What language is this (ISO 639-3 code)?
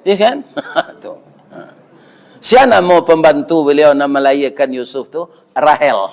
min